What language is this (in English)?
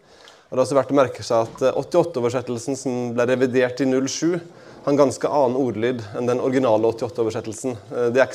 Norwegian